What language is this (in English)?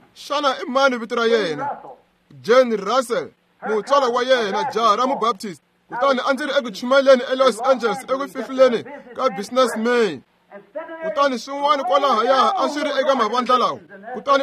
Tsonga